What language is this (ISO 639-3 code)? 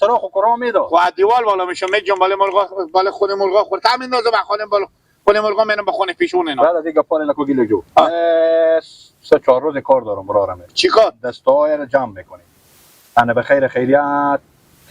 haz